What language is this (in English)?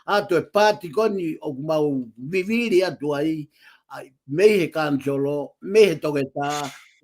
Tongan